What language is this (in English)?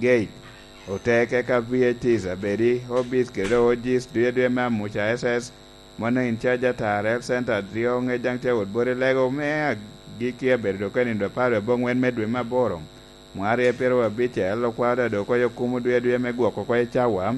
Lango (Uganda)